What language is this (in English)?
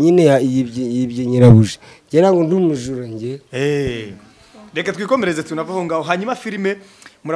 Kinyarwanda